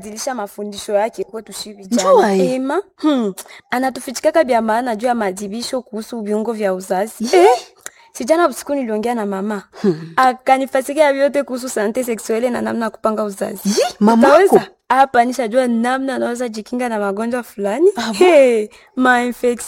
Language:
Swahili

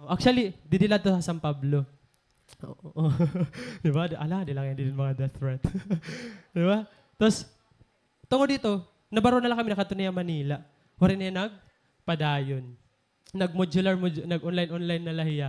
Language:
Waray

